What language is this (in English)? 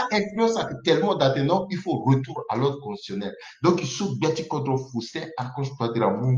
Sango